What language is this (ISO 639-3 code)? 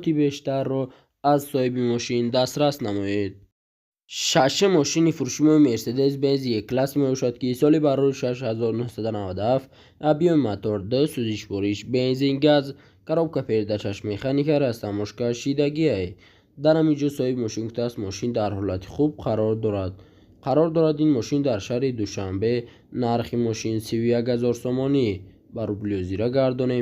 tgk